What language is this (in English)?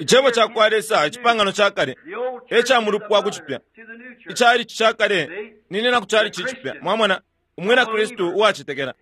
Bemba